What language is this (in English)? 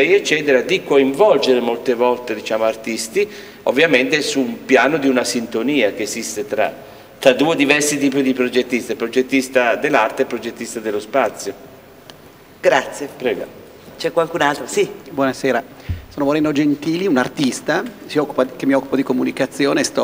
Italian